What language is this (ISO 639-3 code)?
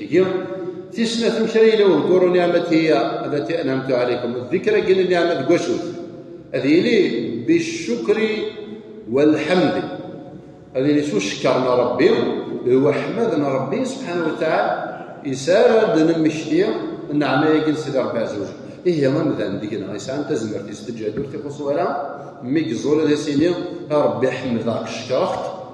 kab